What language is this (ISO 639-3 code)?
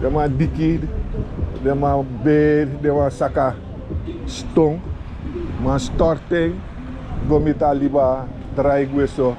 srn